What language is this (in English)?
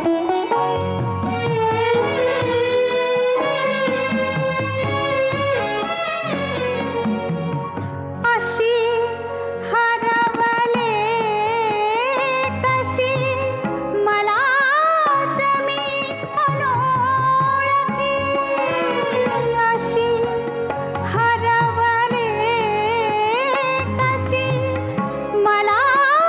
Marathi